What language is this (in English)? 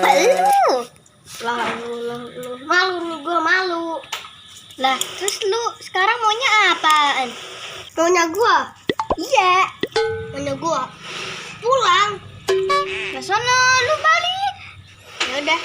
Betawi